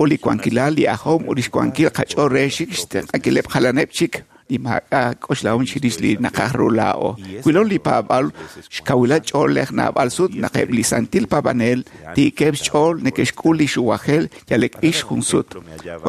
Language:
Kekchí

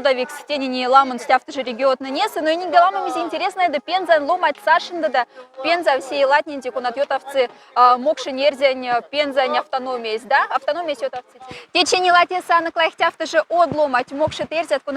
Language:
Moksha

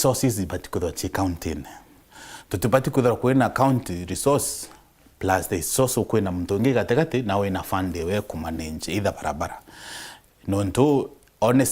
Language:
Meru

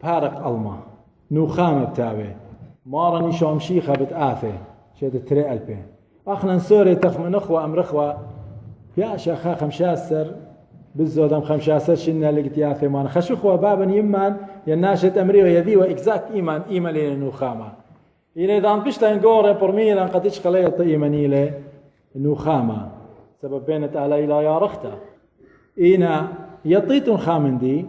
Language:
Assyrian Neo-Aramaic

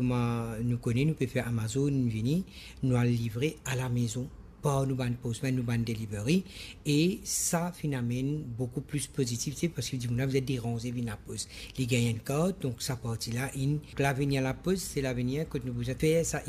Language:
Morisyen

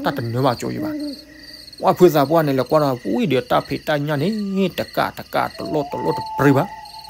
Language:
S'gaw Karen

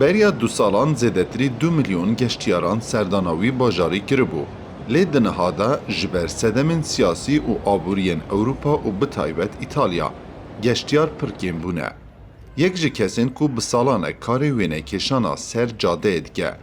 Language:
Kurdish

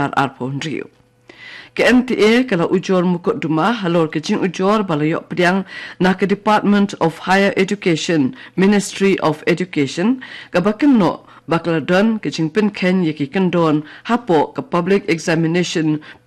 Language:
Khasi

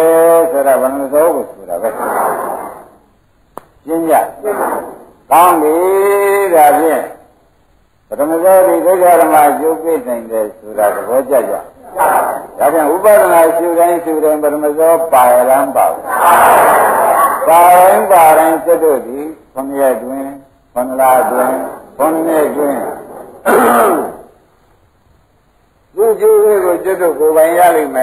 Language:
Burmese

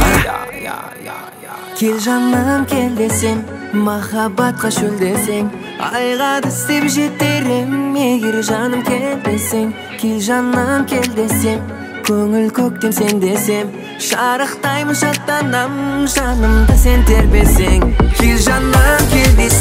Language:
Kazakh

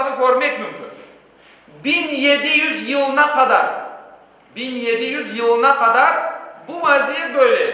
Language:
Crimean Tatar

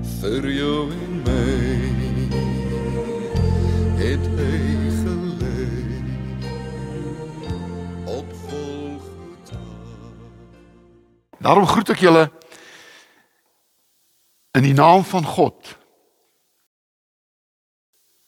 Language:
Afrikaans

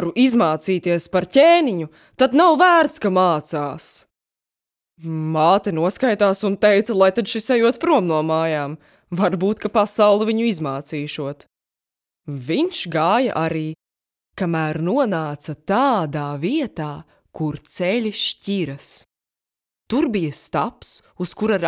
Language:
Latvian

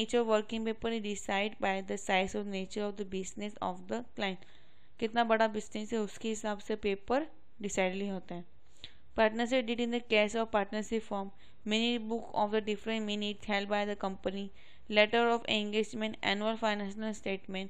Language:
Hindi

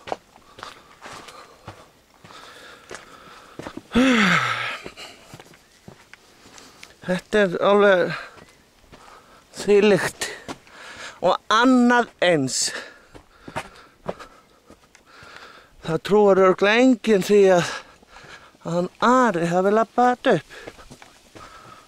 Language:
Icelandic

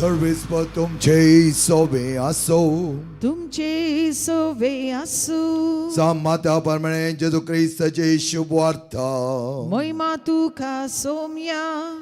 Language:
Konkani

